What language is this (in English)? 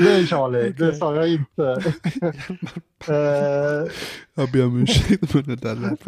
Swedish